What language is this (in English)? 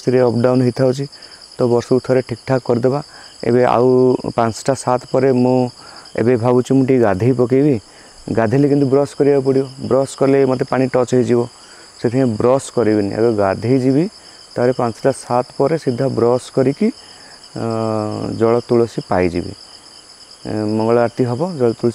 Odia